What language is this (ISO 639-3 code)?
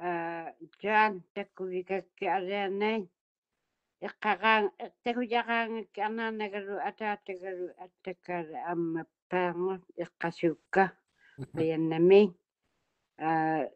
mri